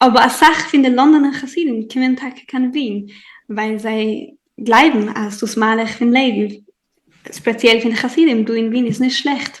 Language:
Yiddish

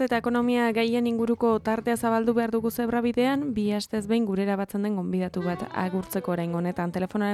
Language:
Basque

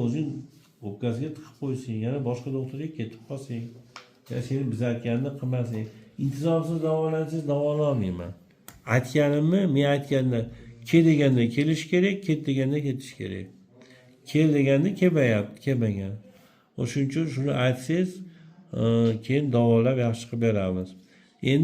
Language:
Uzbek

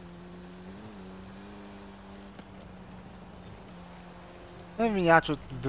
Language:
Polish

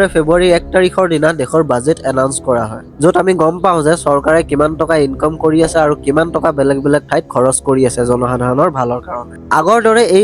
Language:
Assamese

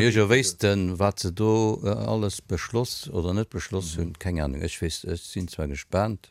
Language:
Luxembourgish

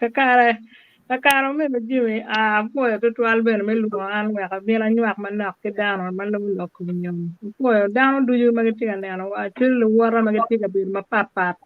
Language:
Acoli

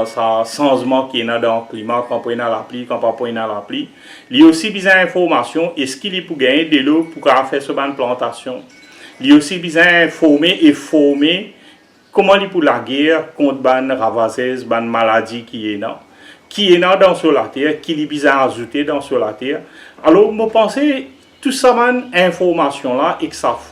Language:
Morisyen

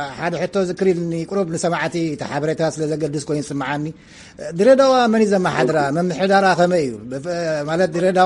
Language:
Tigrinya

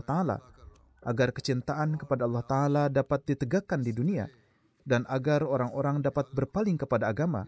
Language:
Indonesian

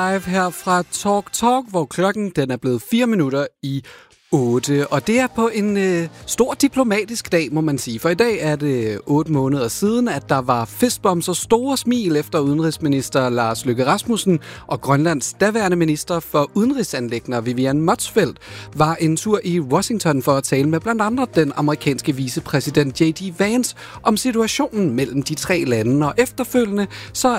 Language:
Danish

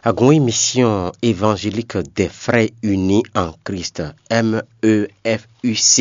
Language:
Fon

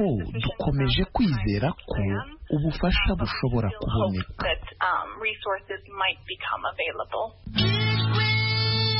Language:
Kinyarwanda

